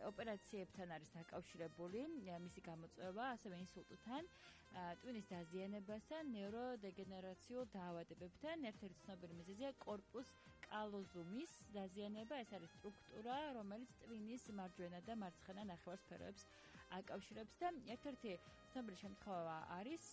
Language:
Georgian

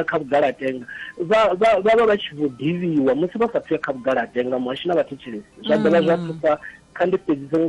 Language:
Venda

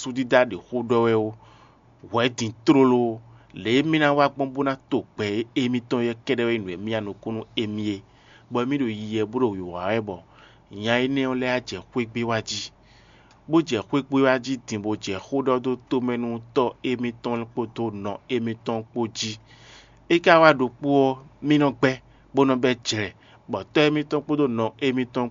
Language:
Fon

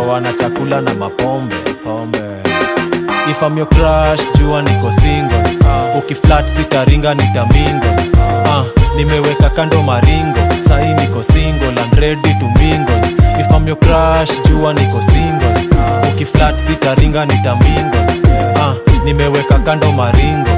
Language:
Swahili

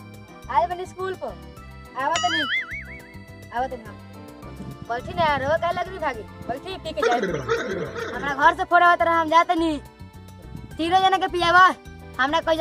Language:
Bhojpuri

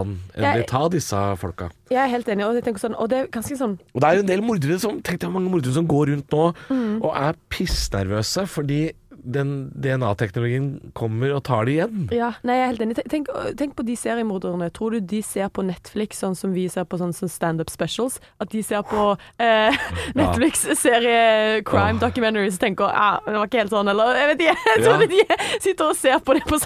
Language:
Norwegian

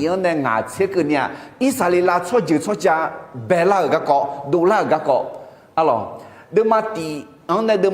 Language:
Akha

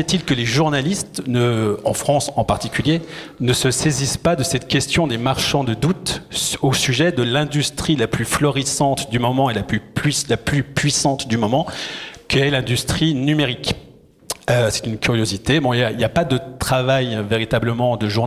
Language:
French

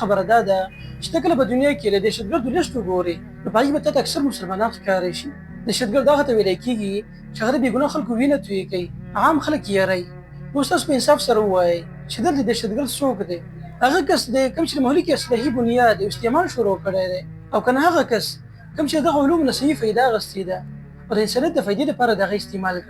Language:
Pashto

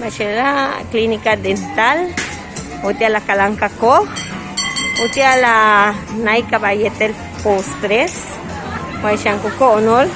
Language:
Yucateco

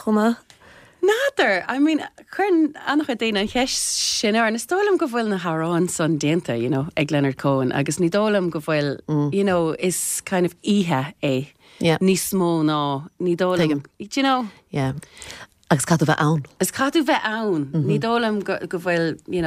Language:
Irish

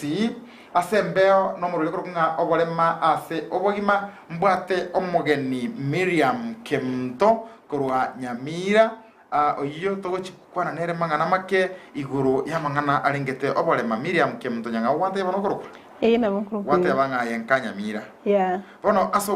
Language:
Gusii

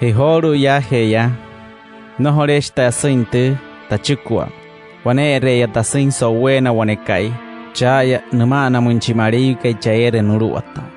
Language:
Wayuu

